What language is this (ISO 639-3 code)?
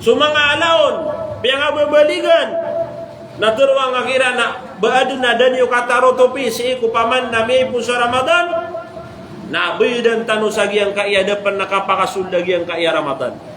mrw